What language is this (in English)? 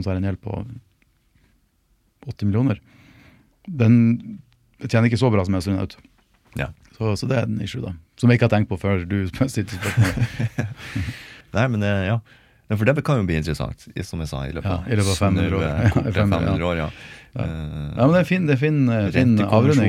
Norwegian